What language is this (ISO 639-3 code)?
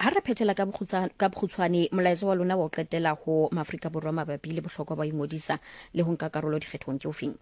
sot